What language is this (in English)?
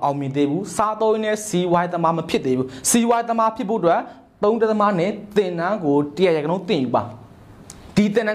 Burmese